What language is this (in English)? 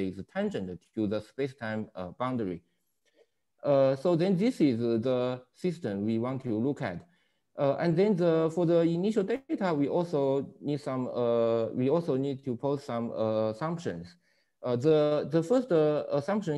English